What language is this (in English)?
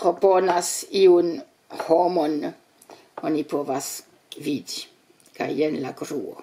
Esperanto